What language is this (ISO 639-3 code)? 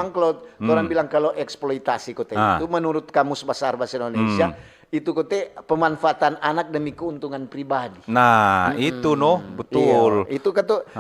xmm